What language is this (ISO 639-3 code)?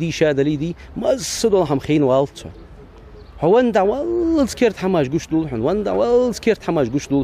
inh